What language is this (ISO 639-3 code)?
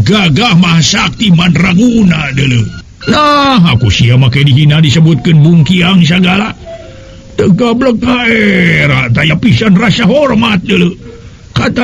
sun